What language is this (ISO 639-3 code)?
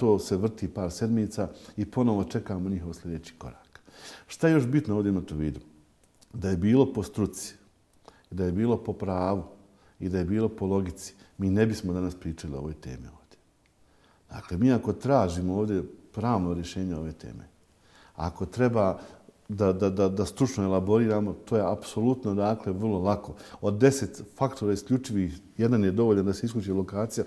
bos